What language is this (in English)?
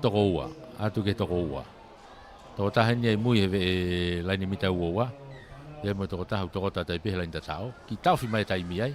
Tongan